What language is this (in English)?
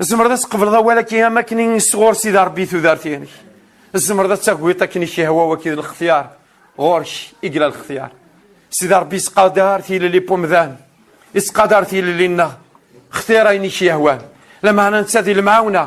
Kabyle